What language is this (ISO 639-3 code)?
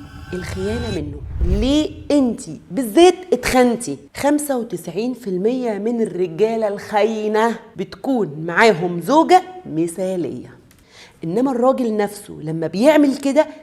arz